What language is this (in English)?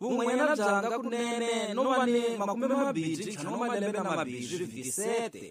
Tsonga